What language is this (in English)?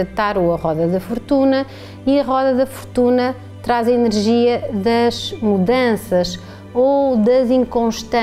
Portuguese